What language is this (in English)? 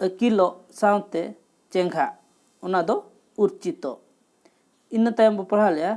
Santali